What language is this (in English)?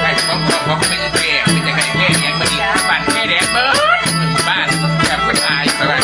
Northeastern Thai